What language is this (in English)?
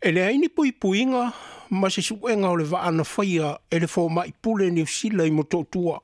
Samoan